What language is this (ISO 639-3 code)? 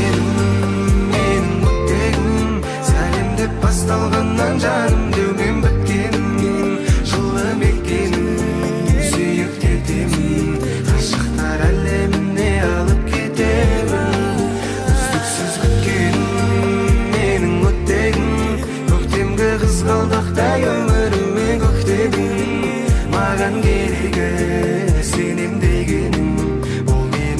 kaa